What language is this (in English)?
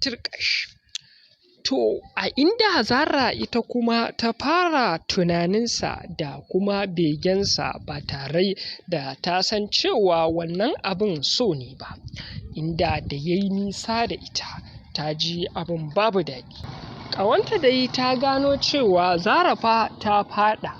Hausa